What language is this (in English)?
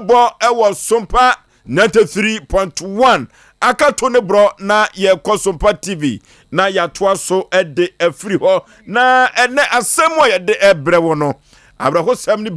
Akan